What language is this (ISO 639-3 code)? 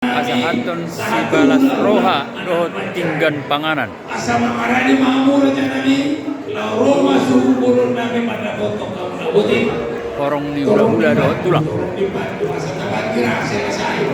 bbc